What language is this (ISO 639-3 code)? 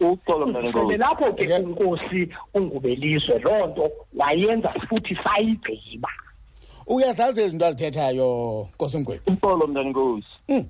xho